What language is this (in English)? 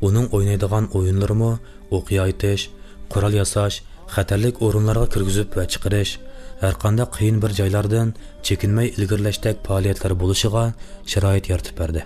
Uyghur